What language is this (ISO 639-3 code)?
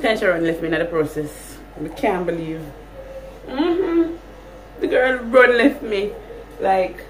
jam